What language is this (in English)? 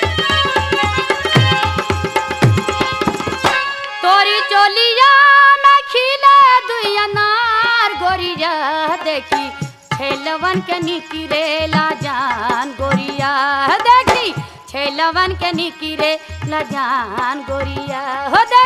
Bhojpuri